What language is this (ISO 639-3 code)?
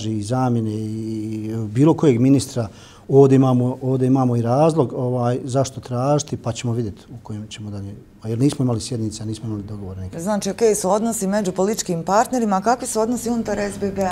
bos